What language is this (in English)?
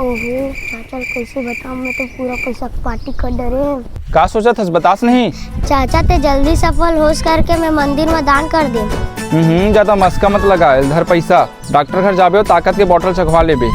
Chhattisgarhi